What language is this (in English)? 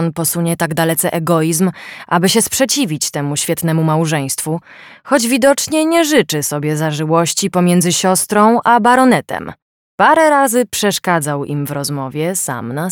Polish